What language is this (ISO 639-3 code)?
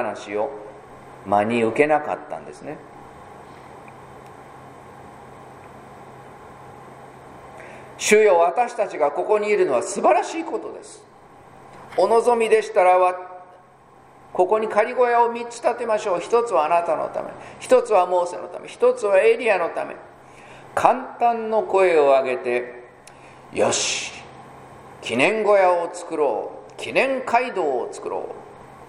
jpn